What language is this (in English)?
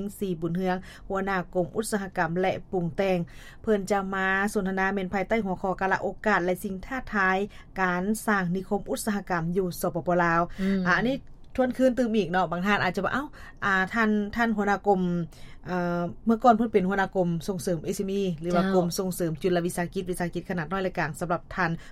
Lao